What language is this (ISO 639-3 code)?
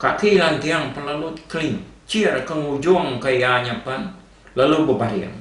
iba